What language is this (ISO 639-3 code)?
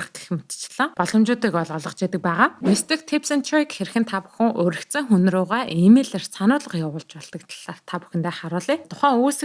mon